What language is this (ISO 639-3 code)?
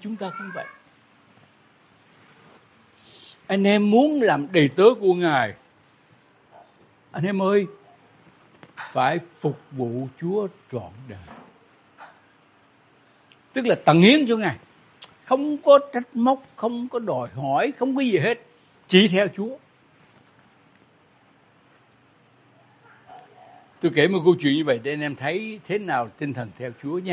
vie